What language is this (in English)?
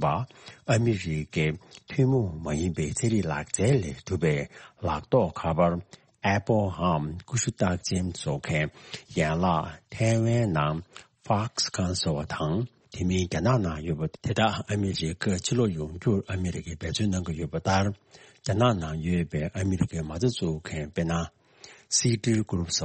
Tibetan